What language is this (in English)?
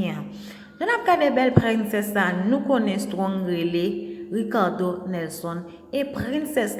Haitian Creole